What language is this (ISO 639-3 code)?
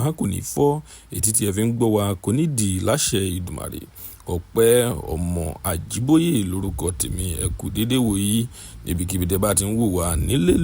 yor